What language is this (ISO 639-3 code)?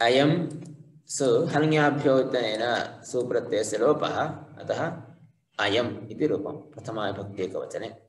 san